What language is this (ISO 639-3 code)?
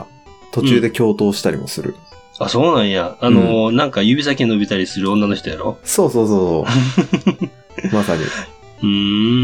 jpn